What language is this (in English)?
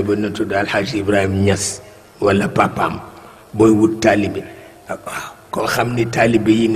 Wolof